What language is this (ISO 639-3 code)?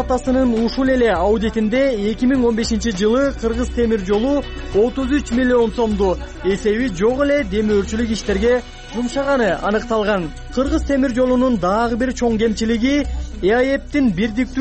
kir